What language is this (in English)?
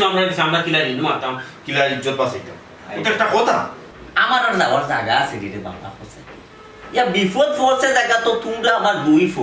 Sylheti